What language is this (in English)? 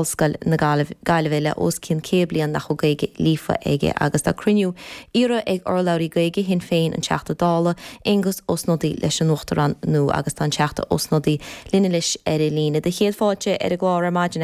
Irish